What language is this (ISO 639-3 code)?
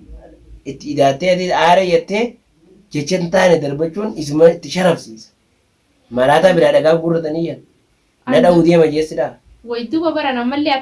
orm